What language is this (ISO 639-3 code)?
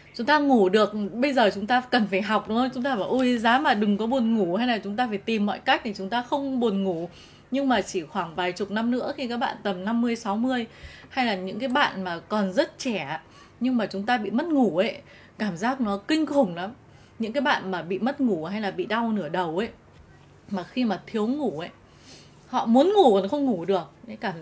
vie